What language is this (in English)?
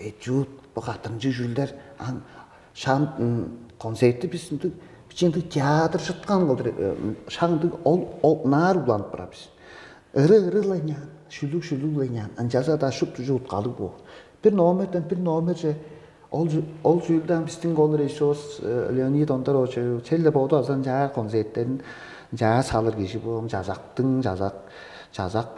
Tuvinian